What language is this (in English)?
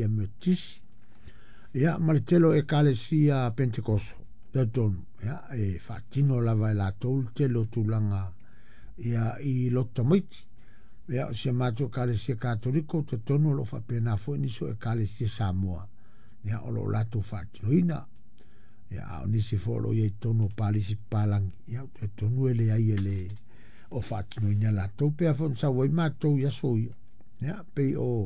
Samoan